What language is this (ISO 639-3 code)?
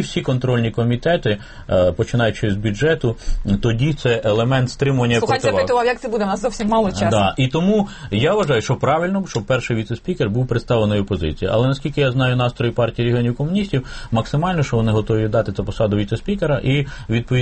ukr